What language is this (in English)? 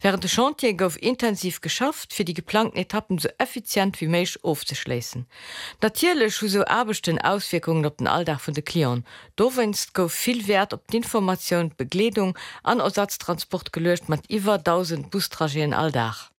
Luxembourgish